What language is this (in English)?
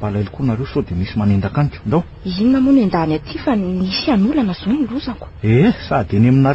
Malagasy